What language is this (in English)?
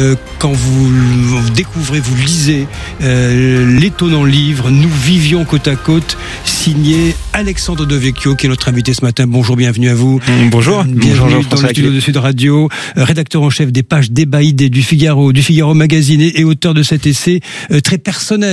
French